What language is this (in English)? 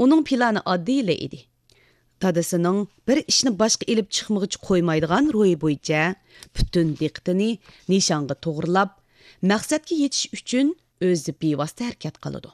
Uyghur